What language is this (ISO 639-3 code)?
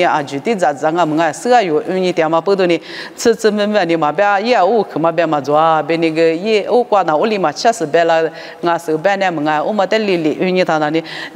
lis